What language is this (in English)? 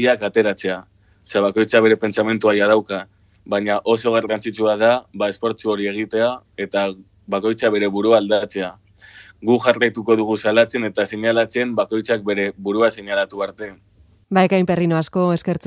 Basque